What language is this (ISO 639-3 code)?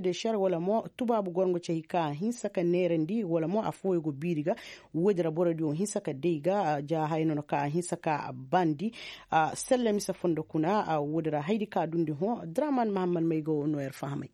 ses